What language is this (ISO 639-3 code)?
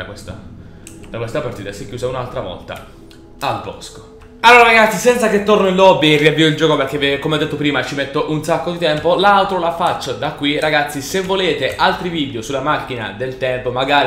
ita